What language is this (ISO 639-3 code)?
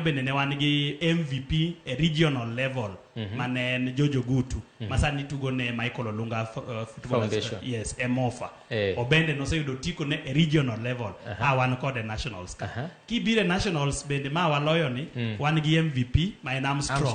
luo